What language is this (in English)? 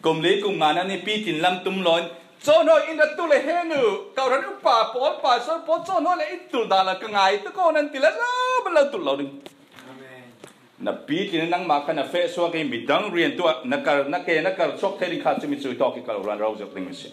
Falam Chin